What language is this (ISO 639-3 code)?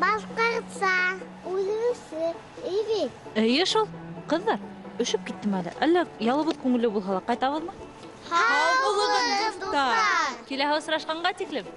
bak